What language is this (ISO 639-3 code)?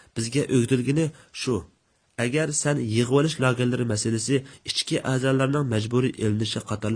uig